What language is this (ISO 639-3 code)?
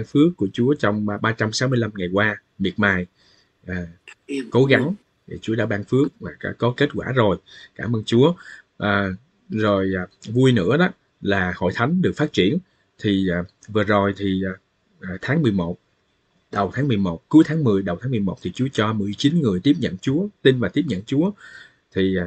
vie